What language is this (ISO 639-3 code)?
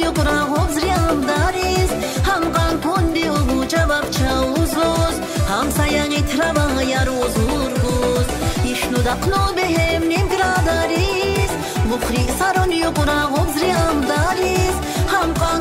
tab